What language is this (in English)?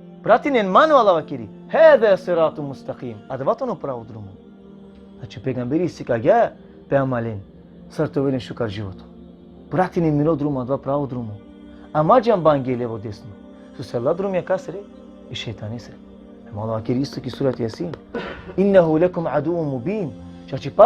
Balkan Romani